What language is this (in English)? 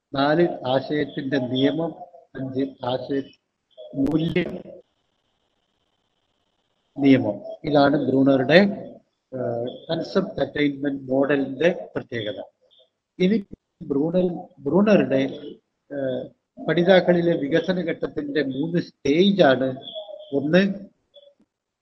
Malayalam